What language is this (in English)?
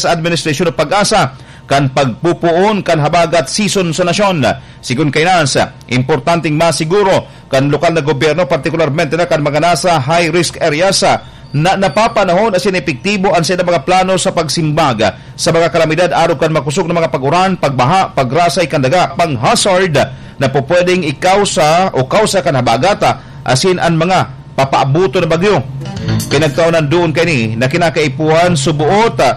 Bikol